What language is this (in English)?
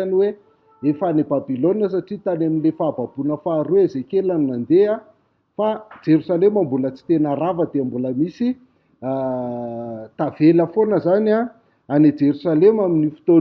Malagasy